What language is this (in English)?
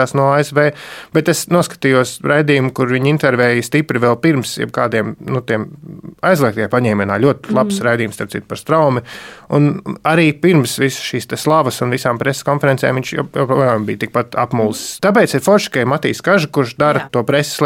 Latvian